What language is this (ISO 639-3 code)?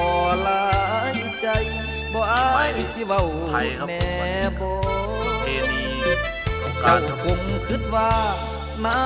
tts